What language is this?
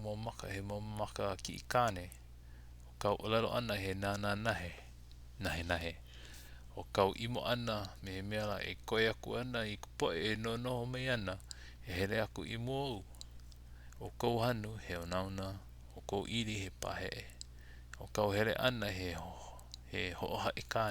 Hawaiian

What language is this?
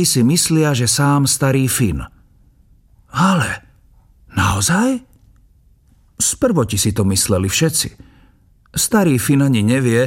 Slovak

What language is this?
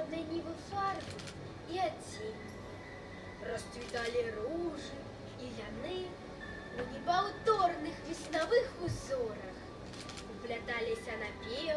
Belarusian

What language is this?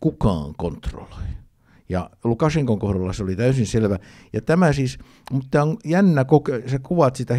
Finnish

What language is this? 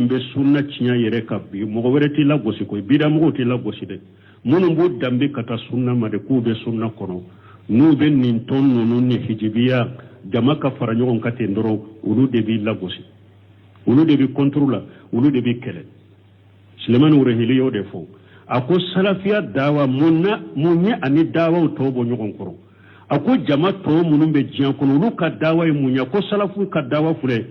Bambara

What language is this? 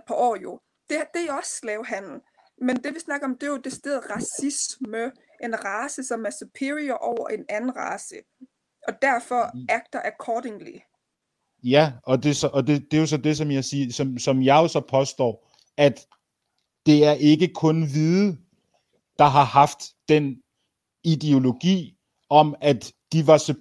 Danish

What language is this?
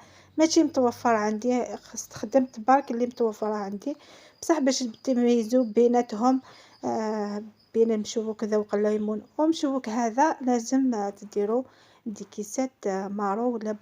Algerian Arabic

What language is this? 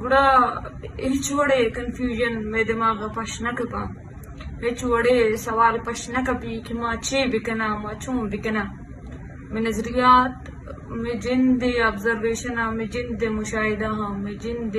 Eastern Balochi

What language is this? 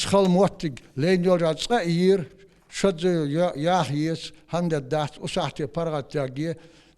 Ingush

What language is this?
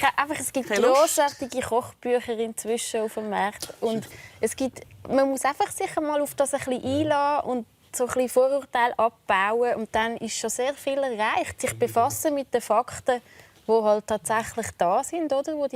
Swiss German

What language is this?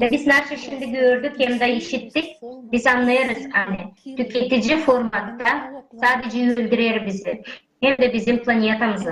Gagauz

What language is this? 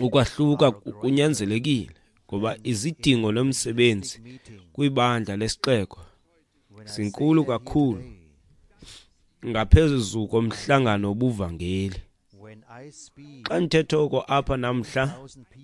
Xhosa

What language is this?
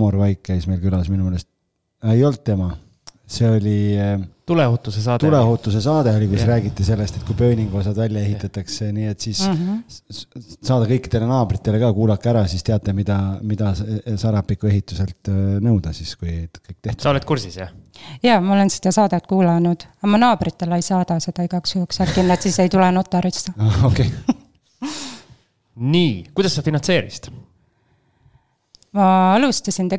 Estonian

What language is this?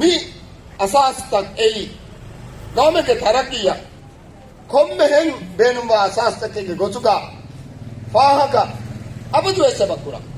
Divehi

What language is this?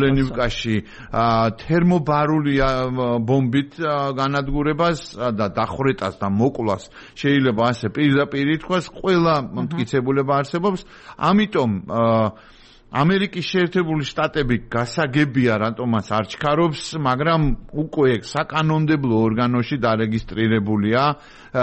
Georgian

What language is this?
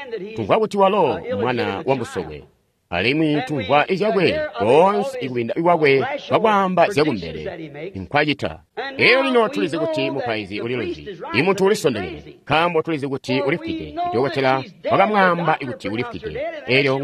Tonga (Zambia)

